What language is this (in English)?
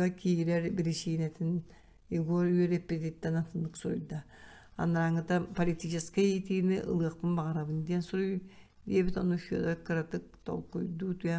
Yakut